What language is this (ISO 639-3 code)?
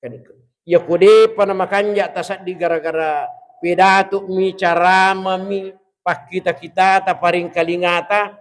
bug